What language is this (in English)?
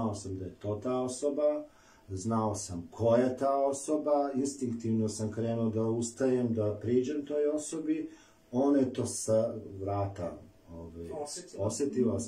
Serbian